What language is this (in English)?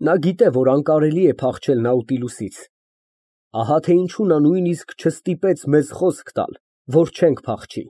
Armenian